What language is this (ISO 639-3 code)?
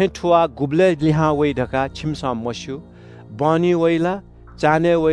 new